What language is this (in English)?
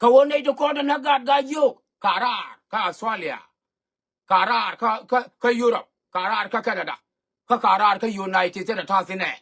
Nuer